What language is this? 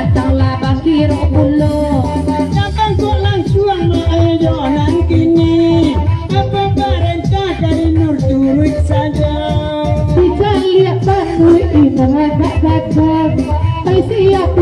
Minangkabau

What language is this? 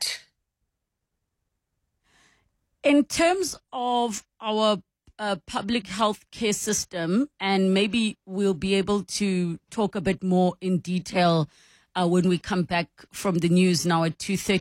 English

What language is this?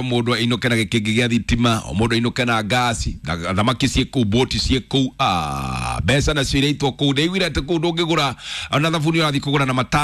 Kikuyu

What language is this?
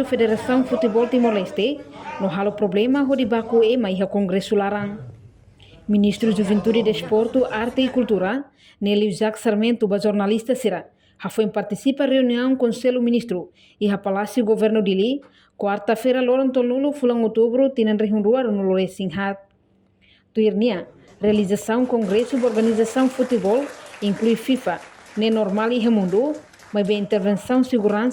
Tetum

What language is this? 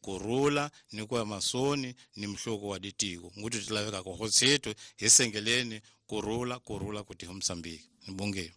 Tsonga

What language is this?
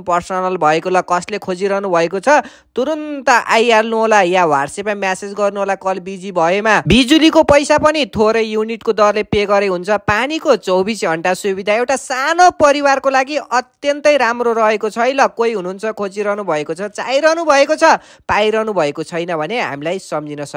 Nepali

